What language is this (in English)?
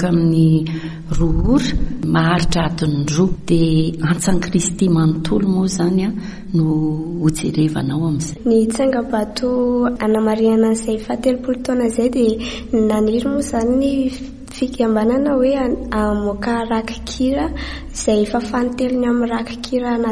Malagasy